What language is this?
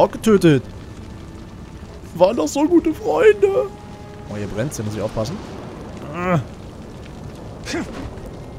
German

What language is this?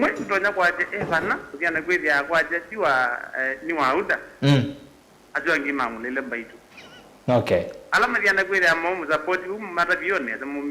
Kamba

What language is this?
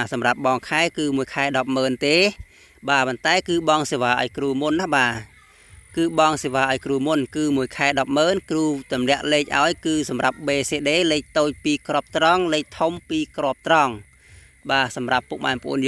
Khmer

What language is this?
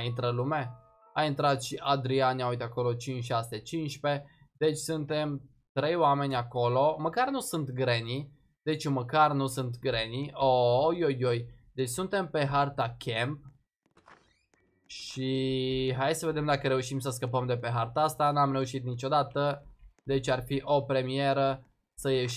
Romanian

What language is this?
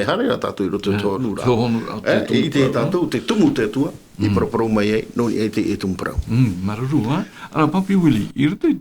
Tahitian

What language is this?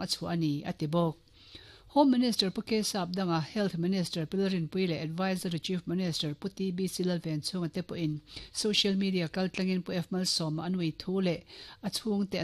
Mizo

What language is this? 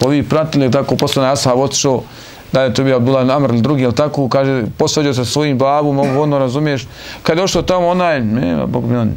Bosnian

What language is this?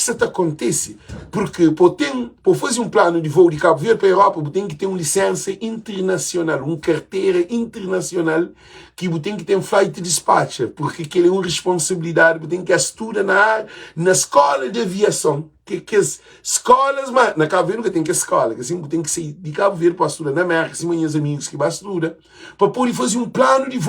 Kabuverdianu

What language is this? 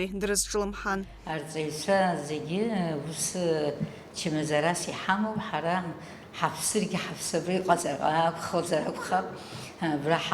Abkhazian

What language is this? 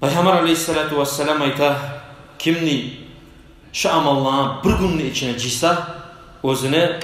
Kumyk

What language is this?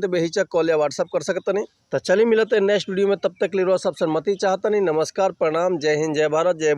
Bhojpuri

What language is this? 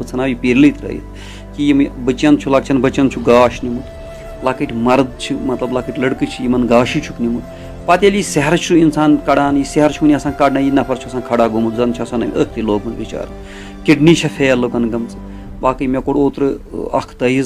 Kashmiri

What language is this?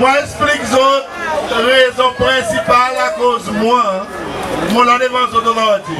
Seselwa Creole French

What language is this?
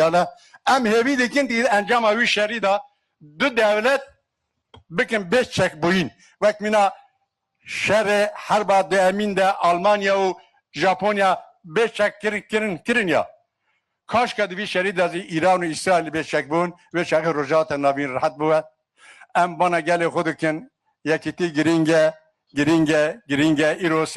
Kurdish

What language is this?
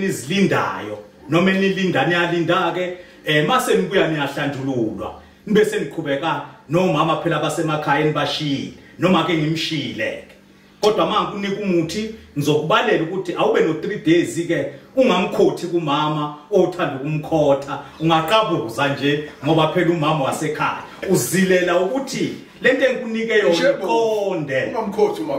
Zulu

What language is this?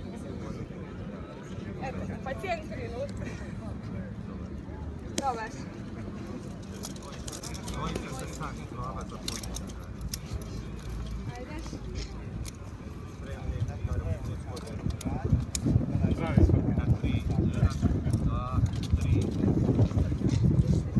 Croatian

